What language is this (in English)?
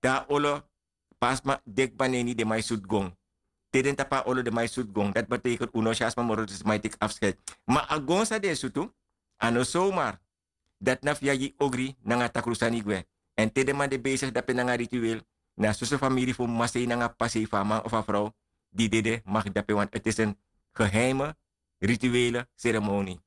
Sranan Tongo